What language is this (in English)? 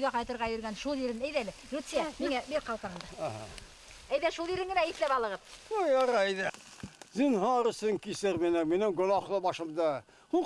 Bashkir